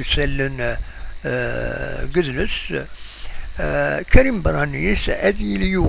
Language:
Kabyle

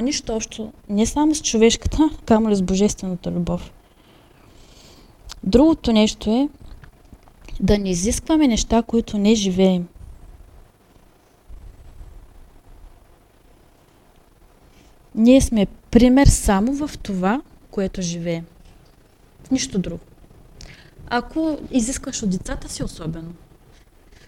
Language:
Bulgarian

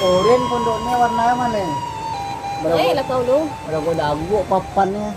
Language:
Minangkabau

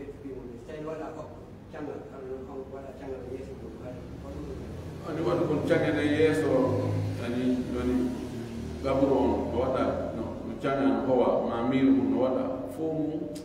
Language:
Pular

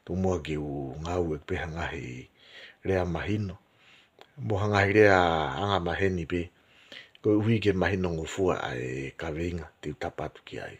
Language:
Tongan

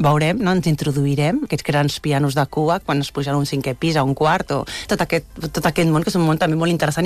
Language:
Catalan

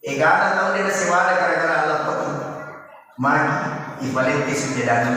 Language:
Buginese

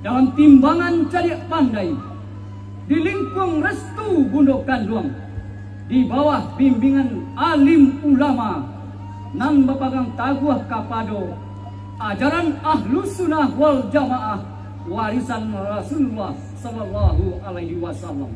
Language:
Minangkabau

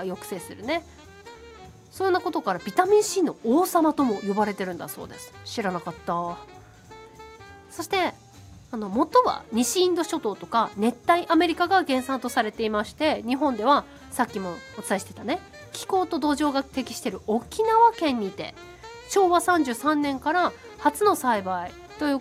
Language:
Japanese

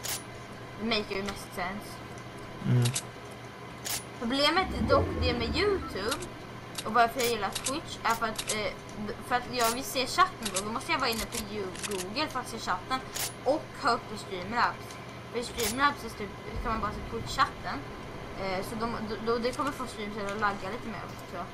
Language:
Swedish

